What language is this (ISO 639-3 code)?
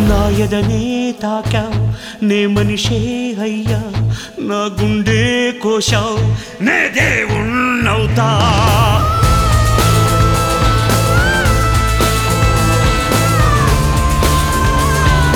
tel